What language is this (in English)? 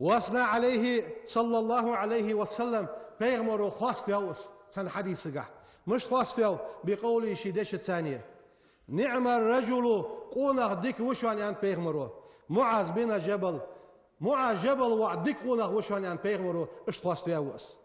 Ingush